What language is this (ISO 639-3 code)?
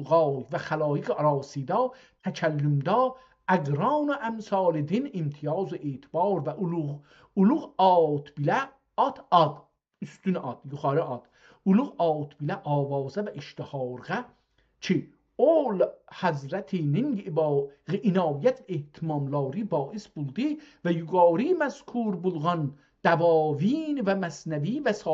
azb